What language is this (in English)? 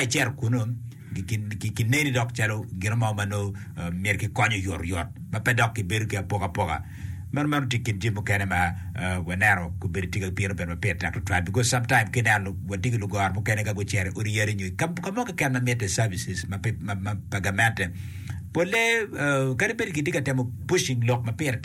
Acoli